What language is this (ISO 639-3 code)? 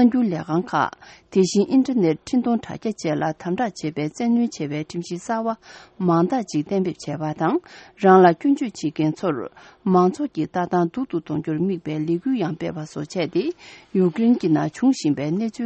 bod